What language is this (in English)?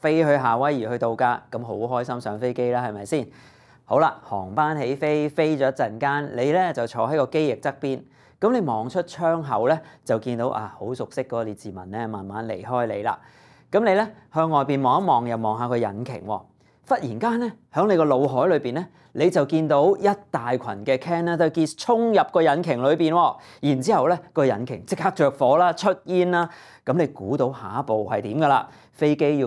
Cantonese